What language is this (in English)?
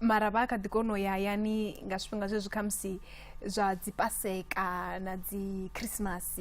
Venda